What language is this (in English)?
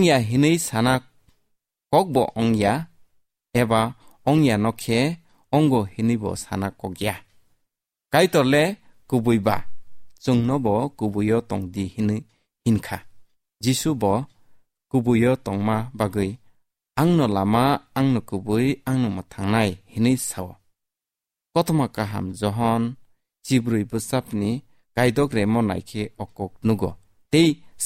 Kok Borok